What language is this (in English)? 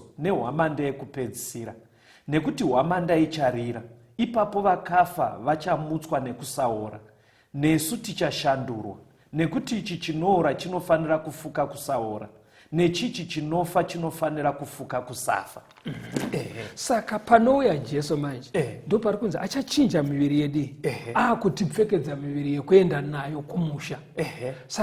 Shona